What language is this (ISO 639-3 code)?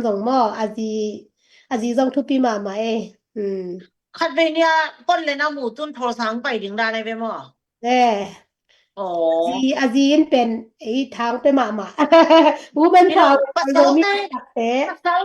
ctd